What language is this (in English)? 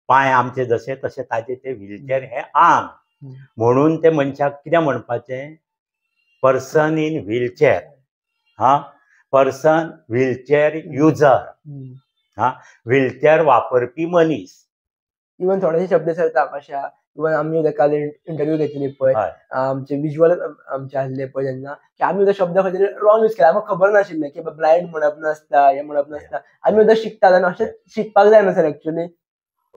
Konkani